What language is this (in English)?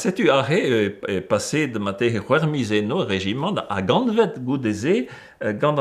Breton